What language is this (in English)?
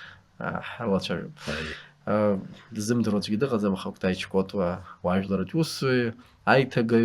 Abkhazian